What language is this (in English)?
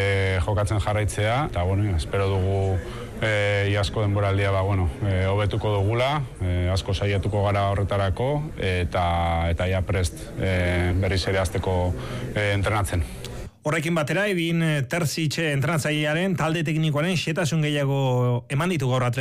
Basque